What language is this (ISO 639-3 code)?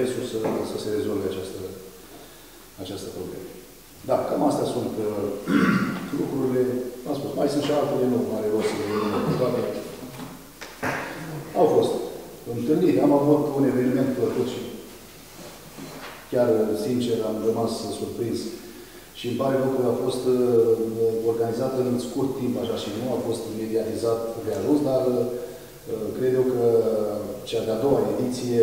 ron